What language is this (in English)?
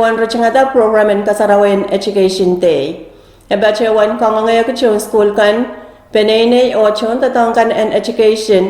Pohnpeian